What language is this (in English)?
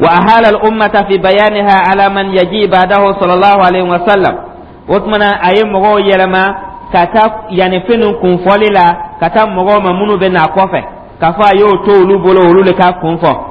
Dyula